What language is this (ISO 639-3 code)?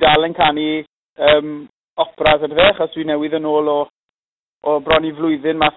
cym